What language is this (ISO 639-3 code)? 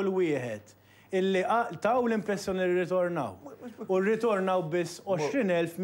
mlt